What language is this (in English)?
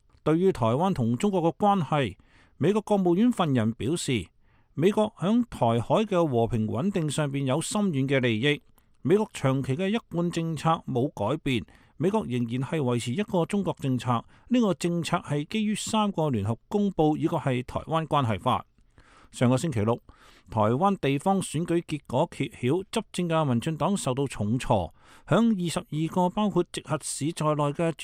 Cantonese